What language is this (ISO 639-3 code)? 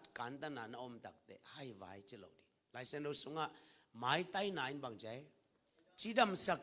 ctd